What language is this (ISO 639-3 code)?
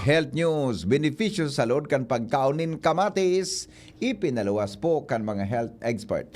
bik